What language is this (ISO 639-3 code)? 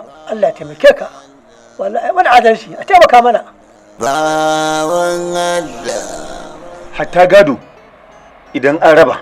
hau